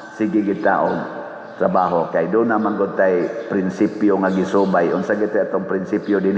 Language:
Cebuano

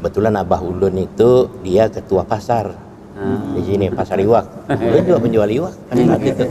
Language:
Banjar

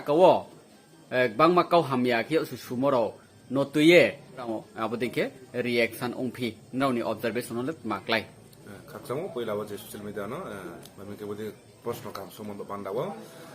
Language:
Riang (India)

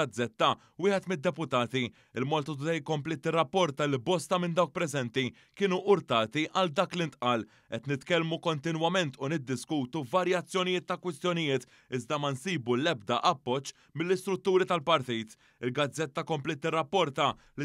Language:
Maltese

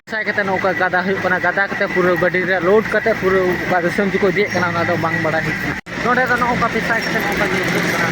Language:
Santali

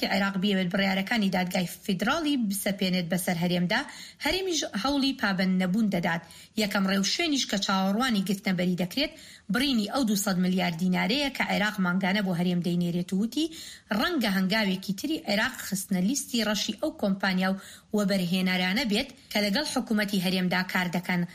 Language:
Central Kurdish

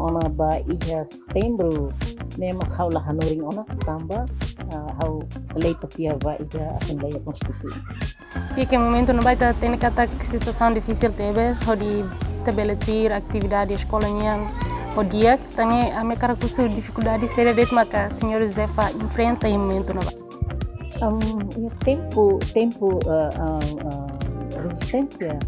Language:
Tetum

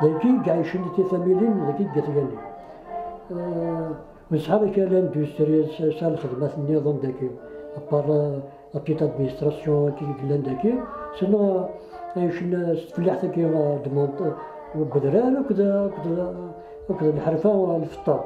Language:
Kabyle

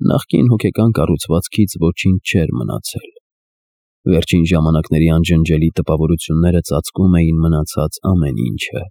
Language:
Armenian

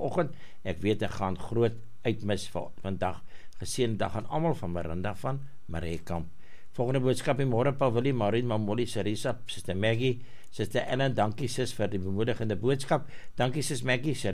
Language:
Afrikaans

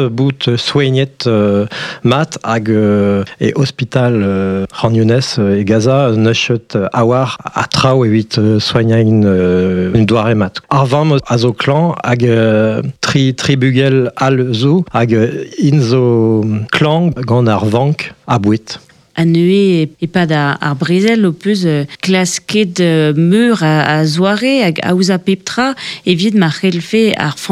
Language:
Breton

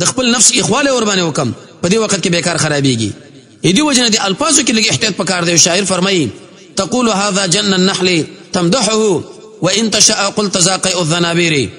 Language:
Pashto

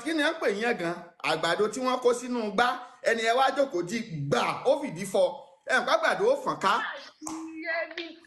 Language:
Yoruba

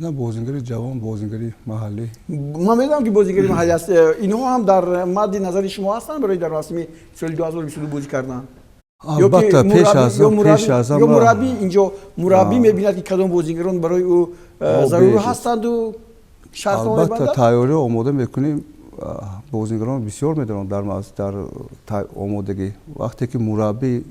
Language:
Tajik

